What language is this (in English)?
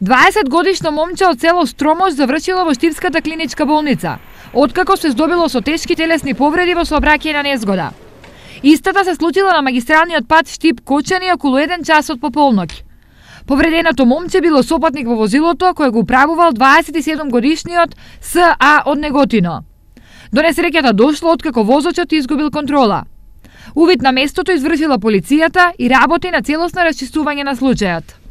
Macedonian